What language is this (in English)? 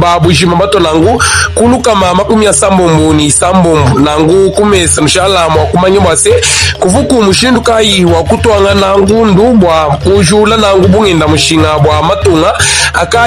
Luba-Lulua